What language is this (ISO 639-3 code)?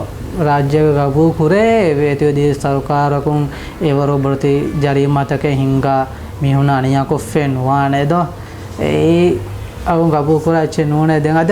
div